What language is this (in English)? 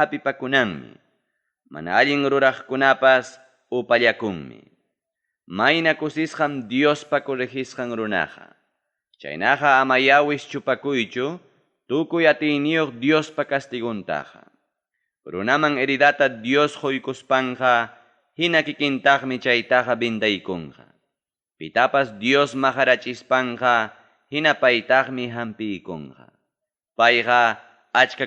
Ayacucho Quechua